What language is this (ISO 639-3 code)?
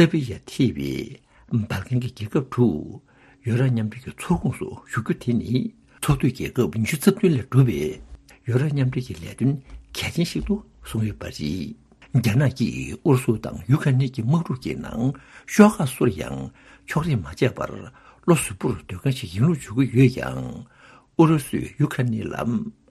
bod